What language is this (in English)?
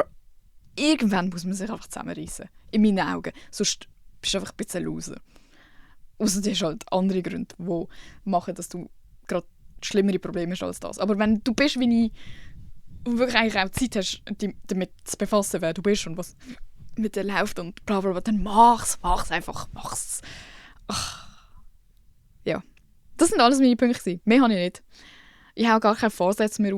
Swiss German